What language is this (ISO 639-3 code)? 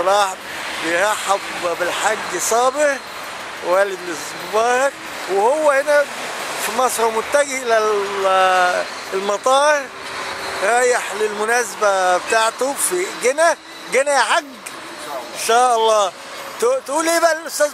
arz